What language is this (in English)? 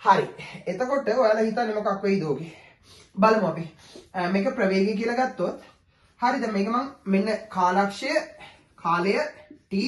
Sinhala